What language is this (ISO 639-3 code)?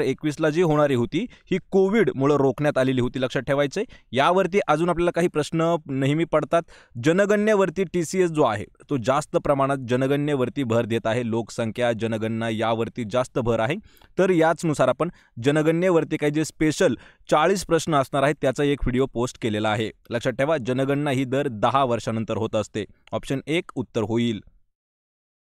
mar